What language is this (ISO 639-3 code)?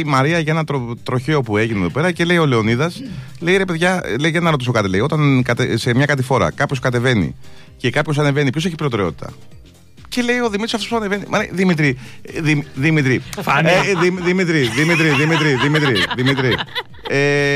ell